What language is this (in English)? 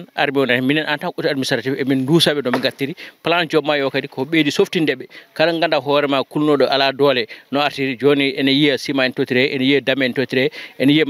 Fula